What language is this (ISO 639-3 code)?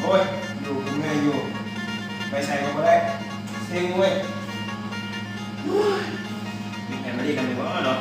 lao